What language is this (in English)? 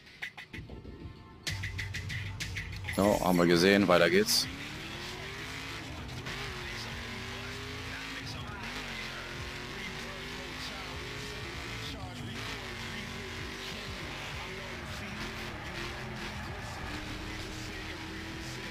German